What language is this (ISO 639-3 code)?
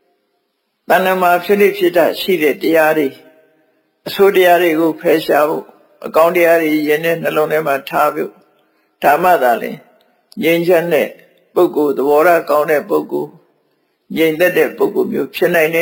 mya